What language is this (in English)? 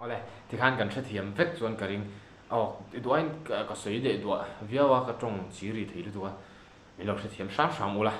Mizo